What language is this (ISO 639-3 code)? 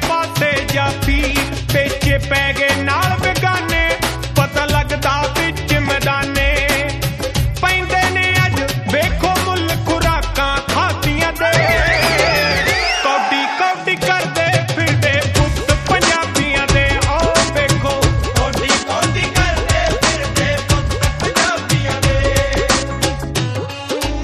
pan